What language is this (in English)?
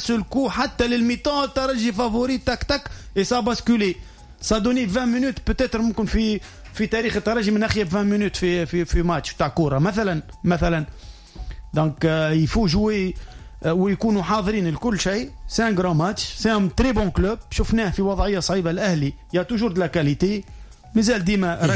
Tunisian Arabic